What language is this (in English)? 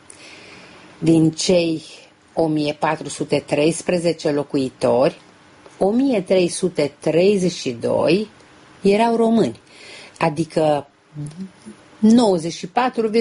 Romanian